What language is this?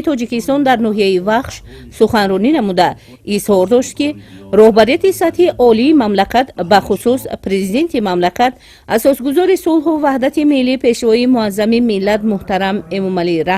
Tajik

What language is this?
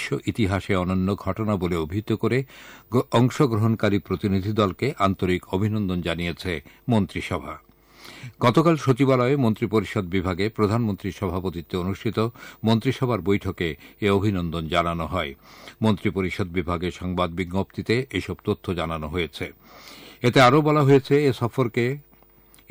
Bangla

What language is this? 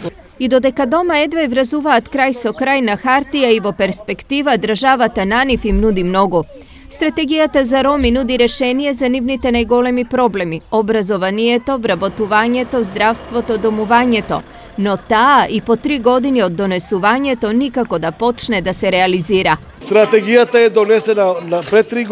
Macedonian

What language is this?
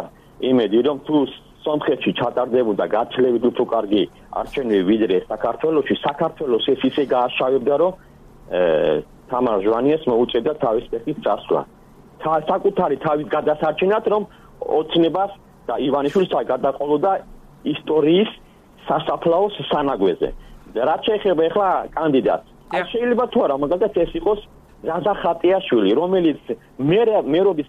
Georgian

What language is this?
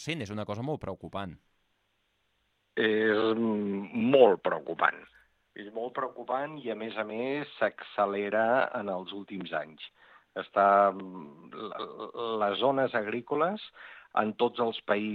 Catalan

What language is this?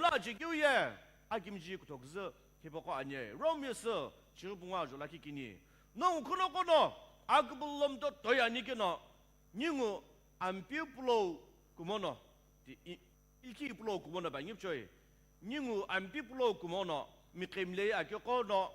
Sumi Naga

